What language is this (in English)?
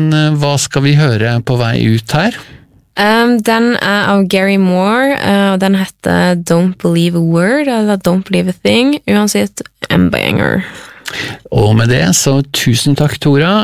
Norwegian